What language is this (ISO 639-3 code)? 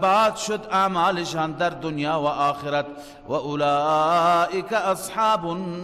fas